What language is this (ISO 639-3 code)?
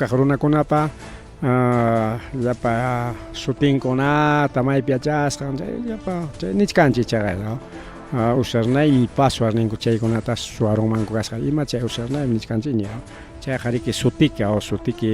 quy